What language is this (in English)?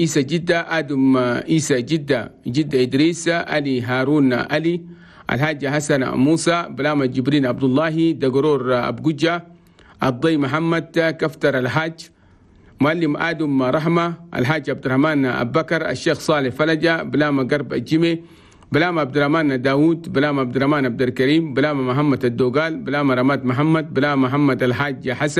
Chadian Arabic